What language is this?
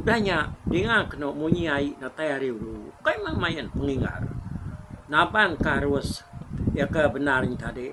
Iban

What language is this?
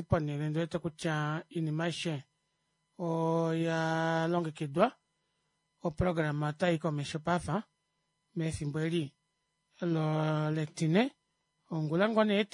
Kuanyama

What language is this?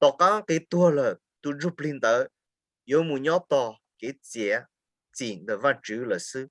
Hmong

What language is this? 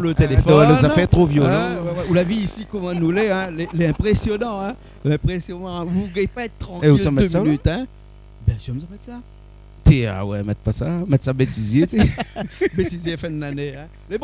Réunion Creole French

